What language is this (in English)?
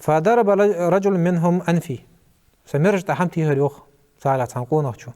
Ingush